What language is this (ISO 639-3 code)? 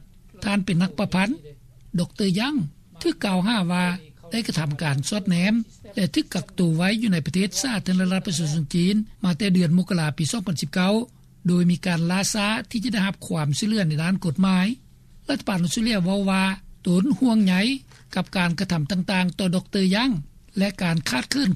lao